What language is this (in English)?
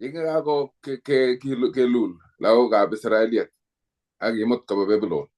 Kalenjin